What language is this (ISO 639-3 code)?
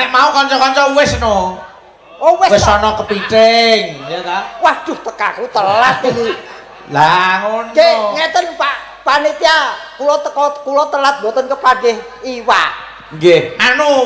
jav